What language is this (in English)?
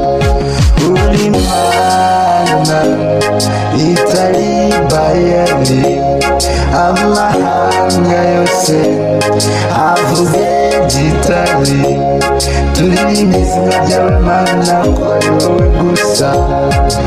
Kinyarwanda